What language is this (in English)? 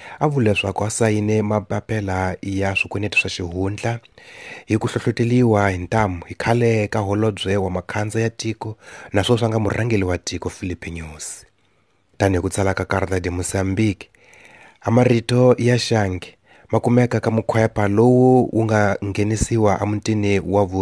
Tsonga